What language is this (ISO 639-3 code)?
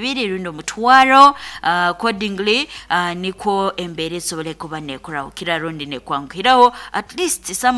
nyo